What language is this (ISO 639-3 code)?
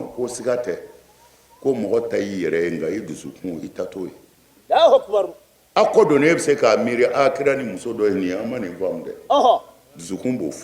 bam